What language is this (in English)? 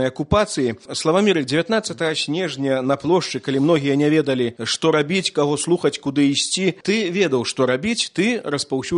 Belarusian